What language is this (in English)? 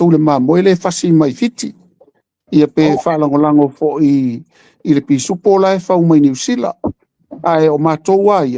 Samoan